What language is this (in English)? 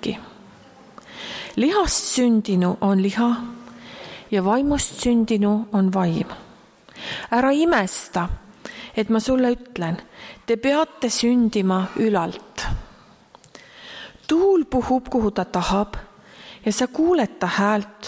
Estonian